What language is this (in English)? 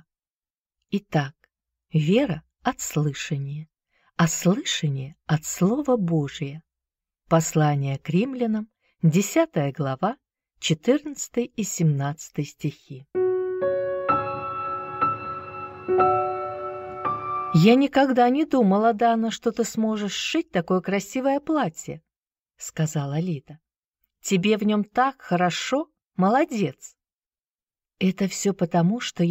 Russian